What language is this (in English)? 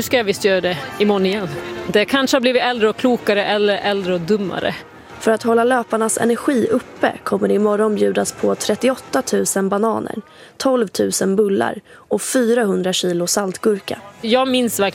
Swedish